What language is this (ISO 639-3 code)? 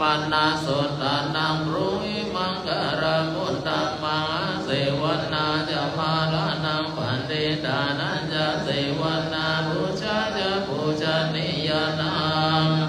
pli